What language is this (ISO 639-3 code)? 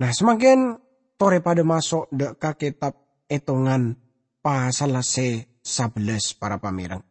mad